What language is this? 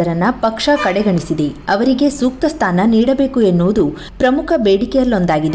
Kannada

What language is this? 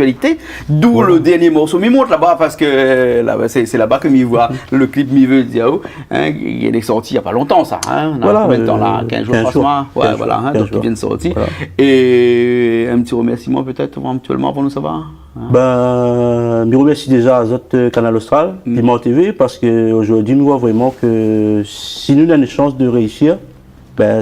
Réunion Creole French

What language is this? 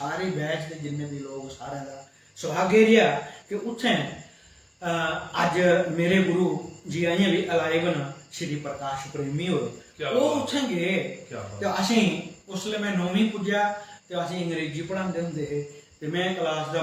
Dogri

